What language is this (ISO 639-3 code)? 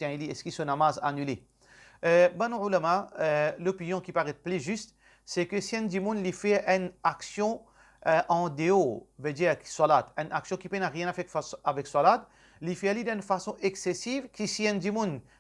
mfe